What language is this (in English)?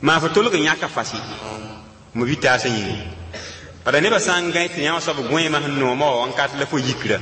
Mossi